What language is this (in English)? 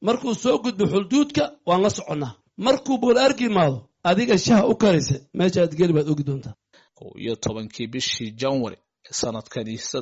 Somali